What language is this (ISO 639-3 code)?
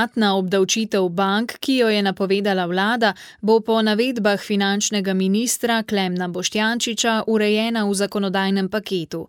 slv